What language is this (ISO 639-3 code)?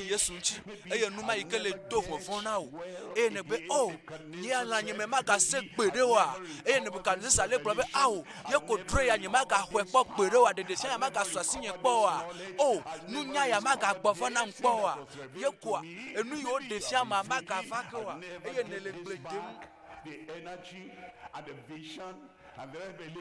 ewe